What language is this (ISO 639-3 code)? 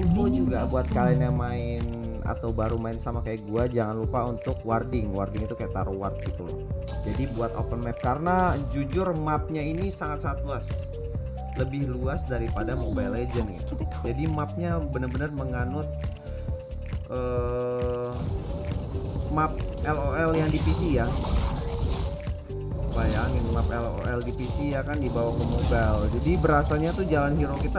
ind